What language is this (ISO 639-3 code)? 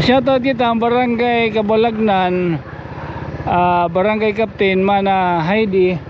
war